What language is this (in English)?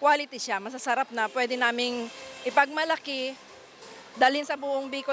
Bikol